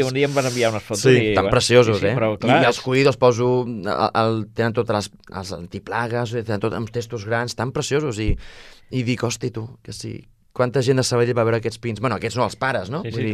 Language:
Catalan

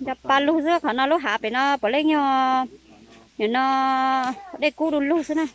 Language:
Hmong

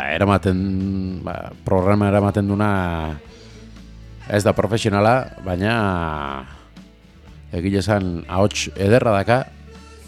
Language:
Basque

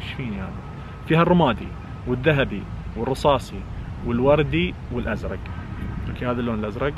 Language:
Najdi Arabic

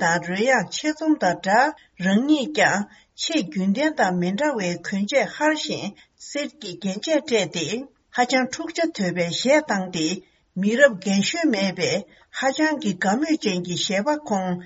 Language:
Tibetan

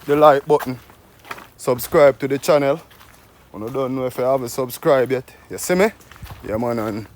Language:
Jamaican Creole English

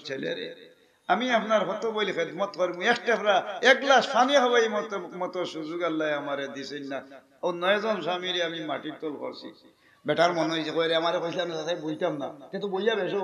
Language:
Sylheti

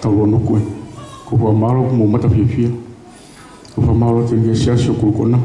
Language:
Tongan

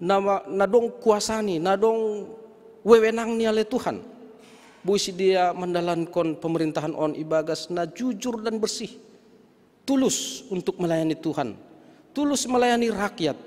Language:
Batak Simalungun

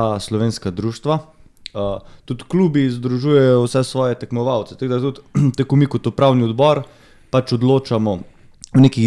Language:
Slovenian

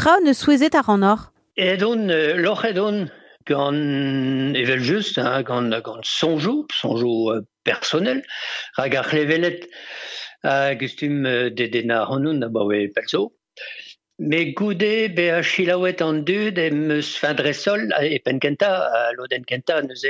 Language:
Breton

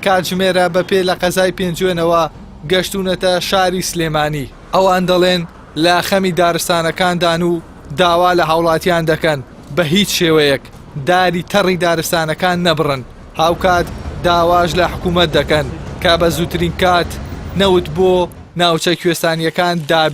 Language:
Central Kurdish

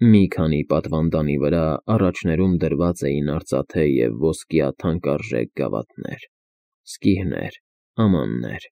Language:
Armenian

